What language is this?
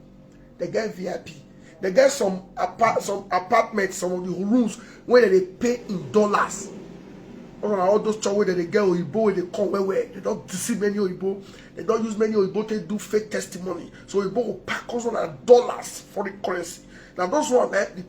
Nigerian Pidgin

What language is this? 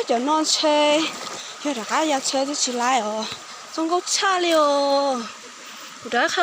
Hmong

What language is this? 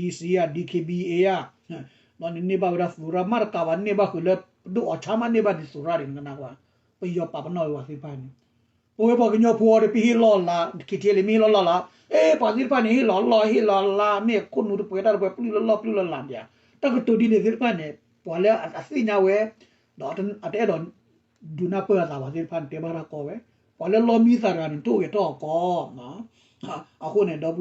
S'gaw Karen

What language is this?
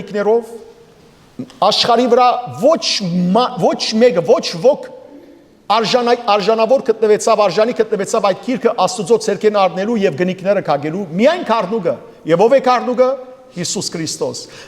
Western Armenian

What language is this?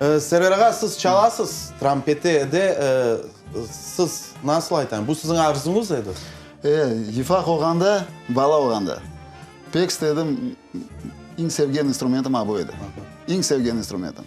Crimean Tatar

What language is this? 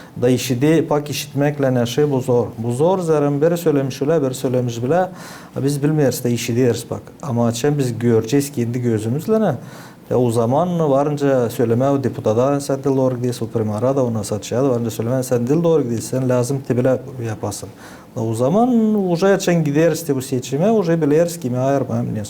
Gagauz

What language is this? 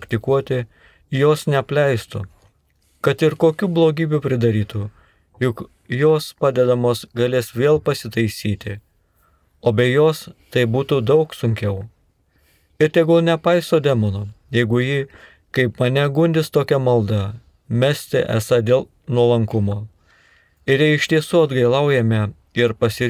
Lithuanian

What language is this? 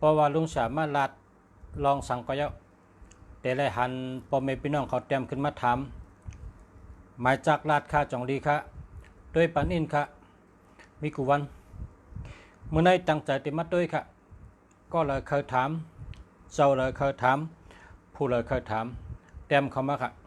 Shan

